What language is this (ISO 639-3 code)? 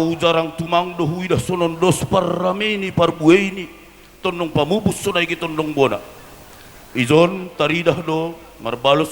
bts